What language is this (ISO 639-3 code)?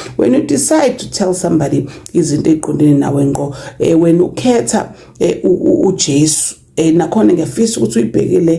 zul